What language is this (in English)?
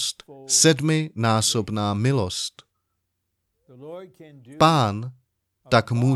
Czech